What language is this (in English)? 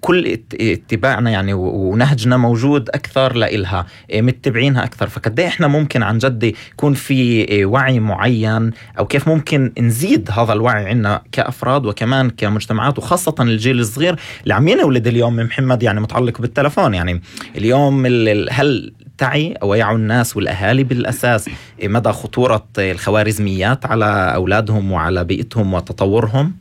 North Levantine Arabic